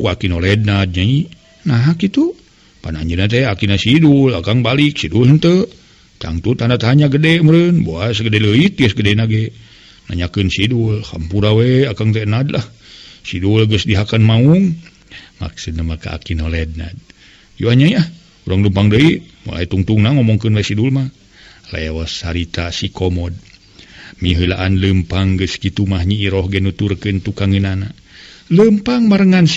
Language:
Sundanese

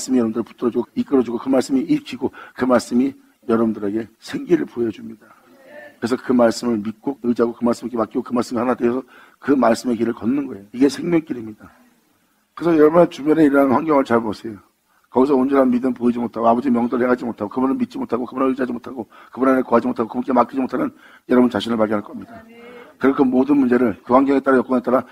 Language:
Korean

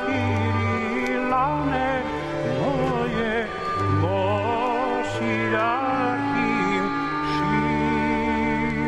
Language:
Serbian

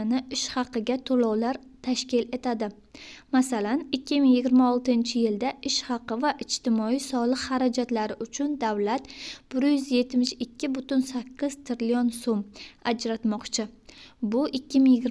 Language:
Uzbek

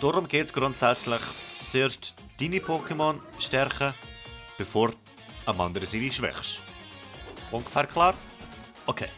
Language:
Swiss German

